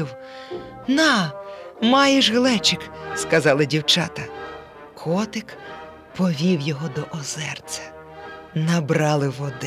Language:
Ukrainian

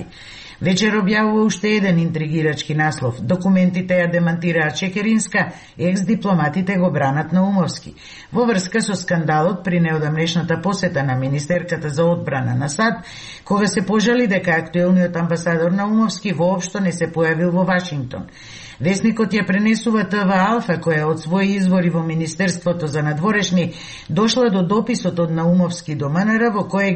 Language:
Macedonian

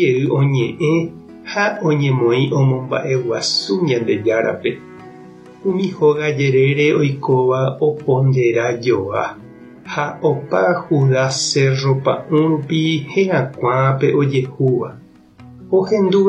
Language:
Guarani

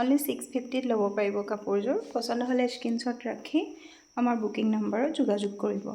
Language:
Assamese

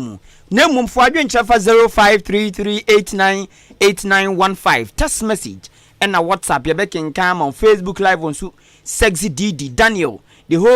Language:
Akan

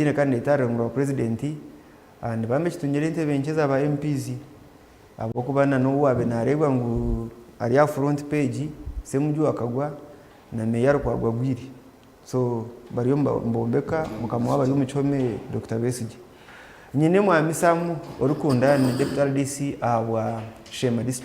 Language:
Nyankole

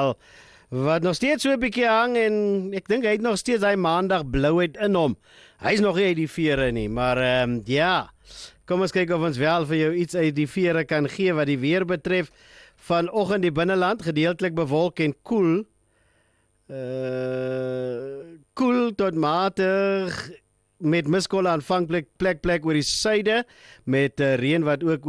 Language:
Afrikaans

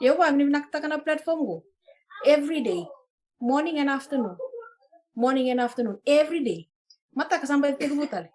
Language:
Fijian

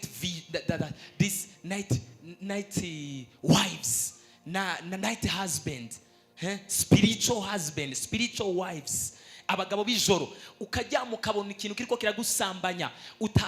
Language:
Rundi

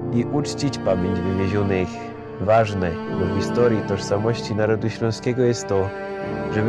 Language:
Silesian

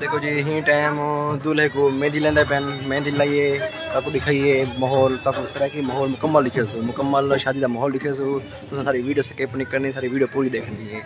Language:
Saraiki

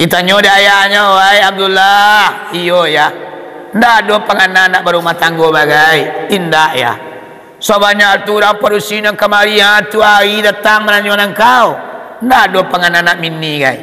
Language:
Minangkabau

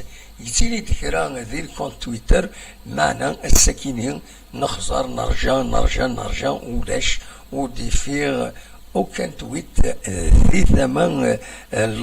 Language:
Kabyle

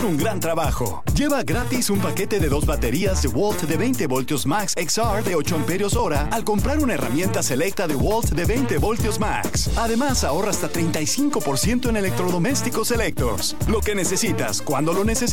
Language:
Spanish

